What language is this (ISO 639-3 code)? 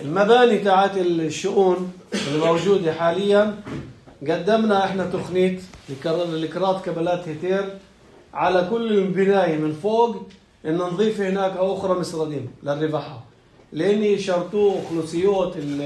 apc